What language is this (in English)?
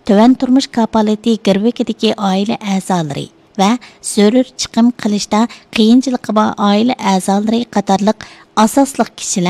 Uyghur